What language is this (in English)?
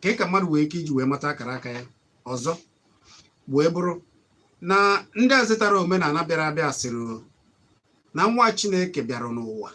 Igbo